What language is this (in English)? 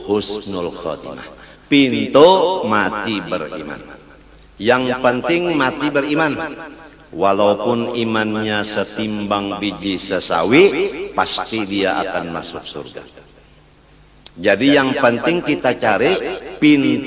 Banjar